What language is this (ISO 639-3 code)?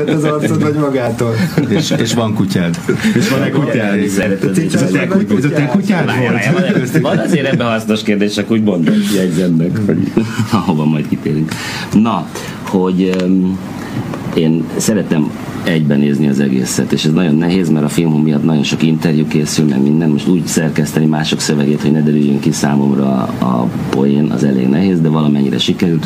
hun